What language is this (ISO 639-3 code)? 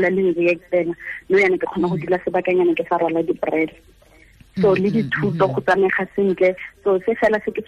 tsn